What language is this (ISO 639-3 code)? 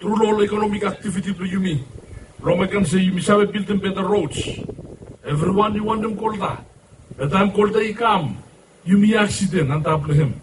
bis